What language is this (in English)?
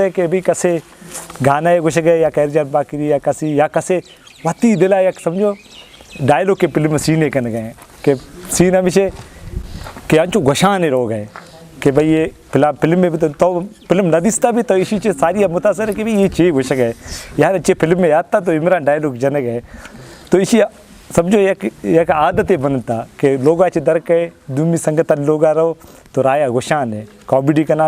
Eastern Balochi